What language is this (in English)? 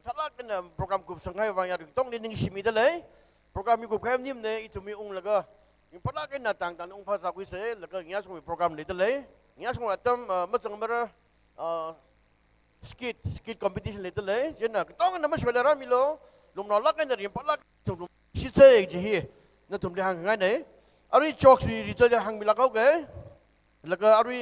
Tangkhul Naga (India)